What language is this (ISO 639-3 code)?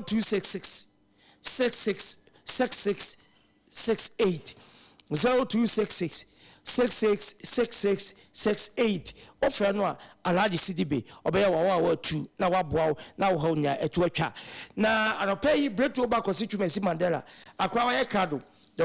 aka